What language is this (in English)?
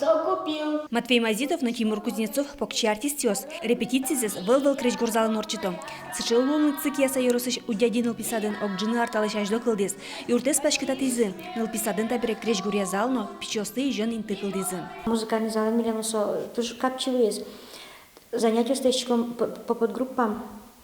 Udmurt